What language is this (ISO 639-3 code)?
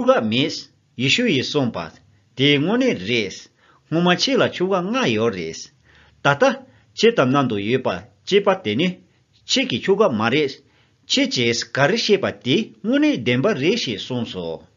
bod